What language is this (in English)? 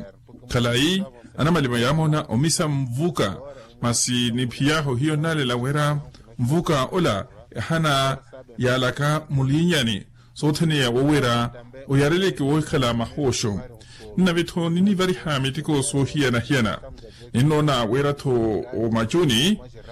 Makhuwa